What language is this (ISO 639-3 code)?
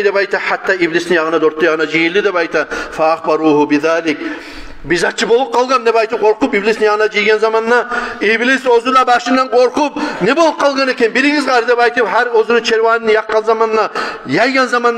kum